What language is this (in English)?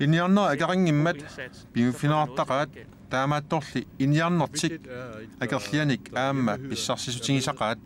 Kalaallisut